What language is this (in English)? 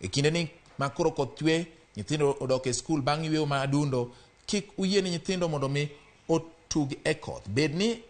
Luo (Kenya and Tanzania)